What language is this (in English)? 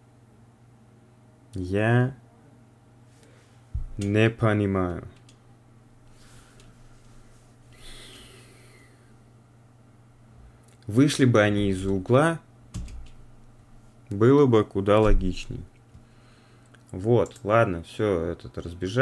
Russian